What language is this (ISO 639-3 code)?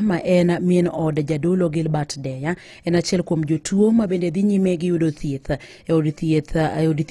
luo